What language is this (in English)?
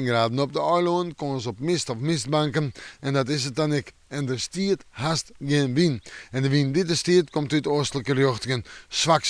Western Frisian